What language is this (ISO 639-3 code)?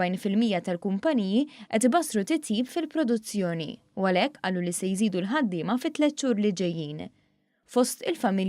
mlt